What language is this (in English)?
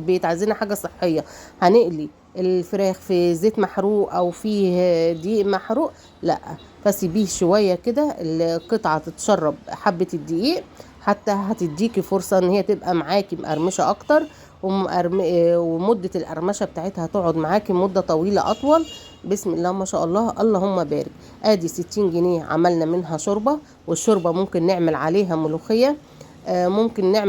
Egyptian Arabic